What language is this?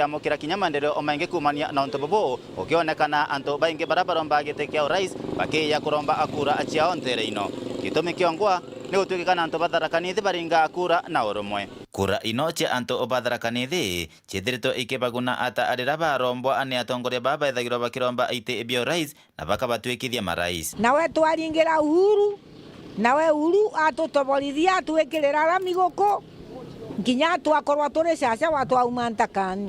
Meru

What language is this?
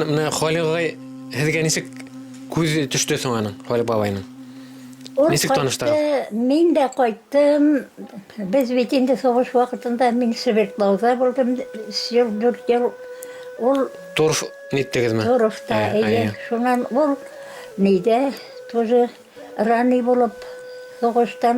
Bashkir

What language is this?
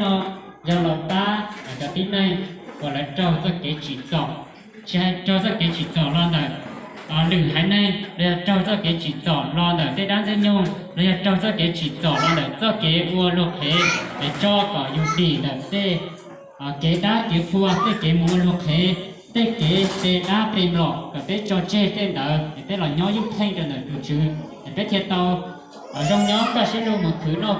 Hmong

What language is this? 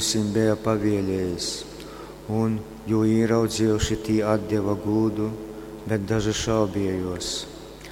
Latgalian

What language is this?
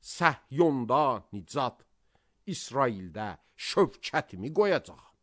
Azerbaijani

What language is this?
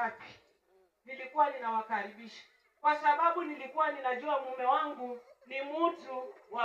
Swahili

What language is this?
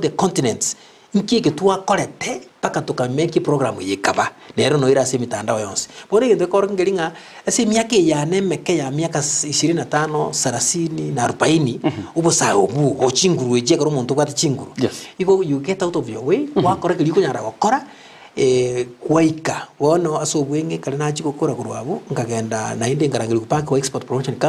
Gusii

